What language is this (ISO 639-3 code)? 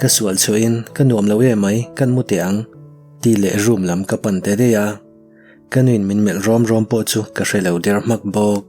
lus